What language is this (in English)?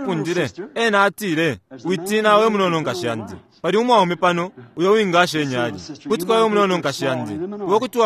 Bemba